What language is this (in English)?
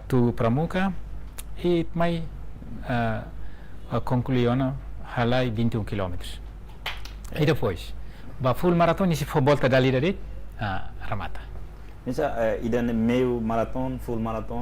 Tetum